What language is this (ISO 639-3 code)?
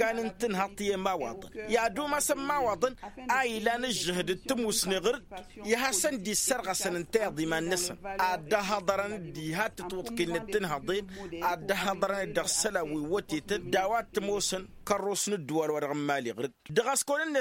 taq